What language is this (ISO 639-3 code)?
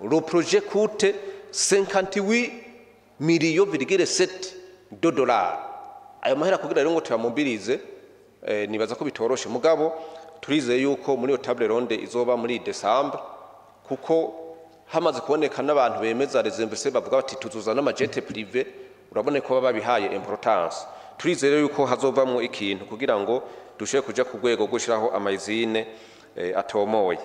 run